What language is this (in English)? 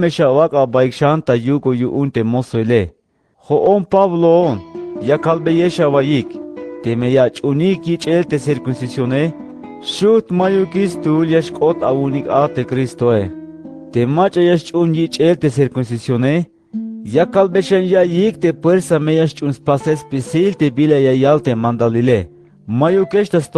Tzeltal